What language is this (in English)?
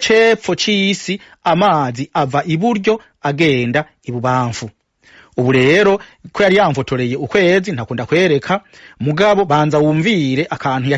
Rundi